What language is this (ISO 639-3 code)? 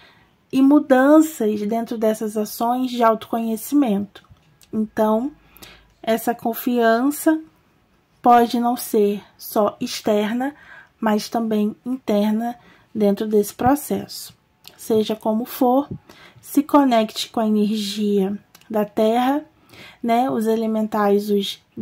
por